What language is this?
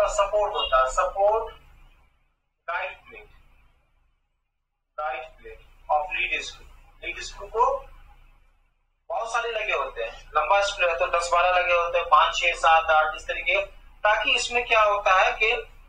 Hindi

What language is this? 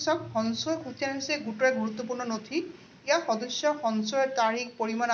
Assamese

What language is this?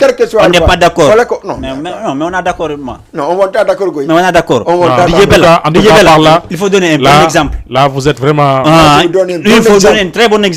Fula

